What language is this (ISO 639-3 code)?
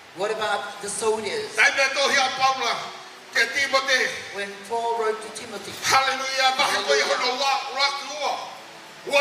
ton